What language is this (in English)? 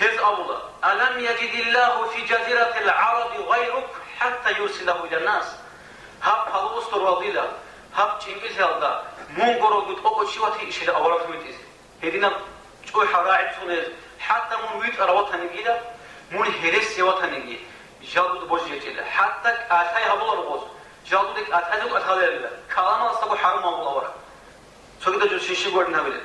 Avaric